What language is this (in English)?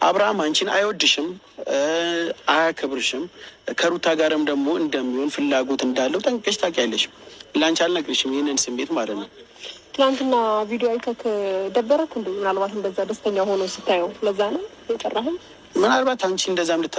Amharic